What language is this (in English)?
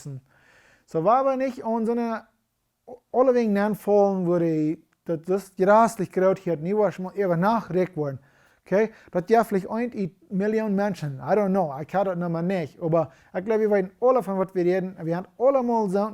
Plautdietsch